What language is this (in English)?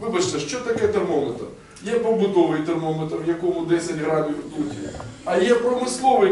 Ukrainian